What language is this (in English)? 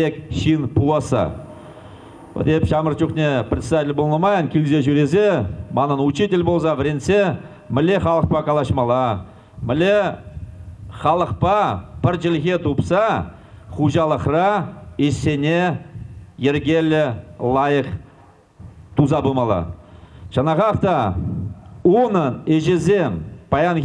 Chuvash